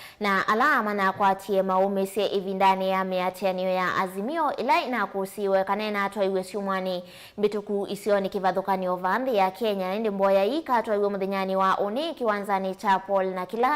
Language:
Kamba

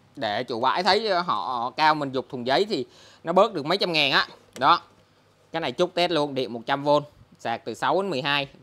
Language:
Vietnamese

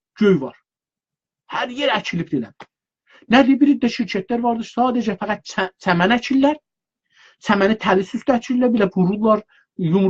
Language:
South Azerbaijani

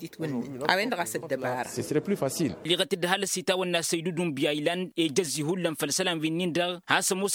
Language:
Tamasheq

